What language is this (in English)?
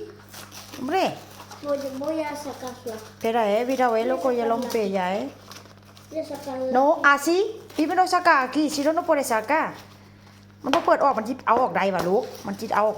Northeastern Thai